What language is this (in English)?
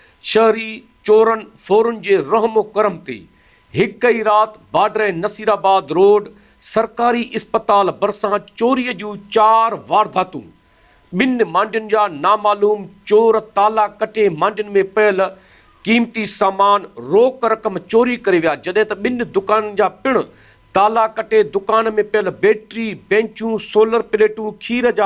Sindhi